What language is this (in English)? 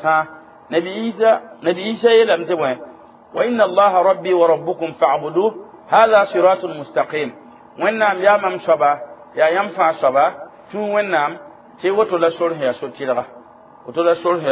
Mossi